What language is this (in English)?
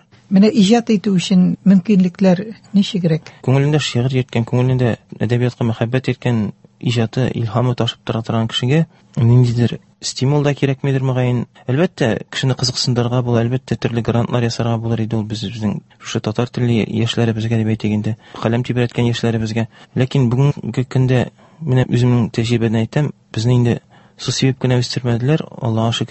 Tatar